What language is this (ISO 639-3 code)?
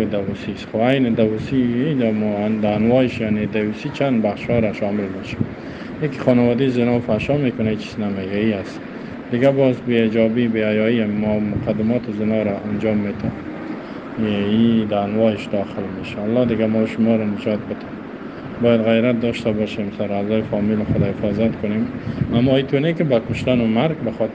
fas